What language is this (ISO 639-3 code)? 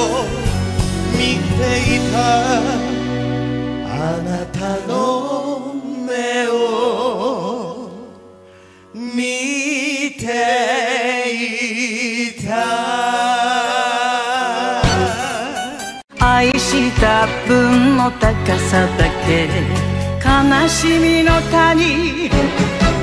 jpn